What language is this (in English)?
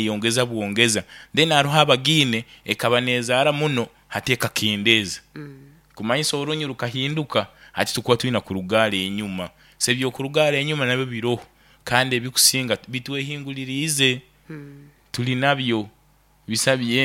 Nyankole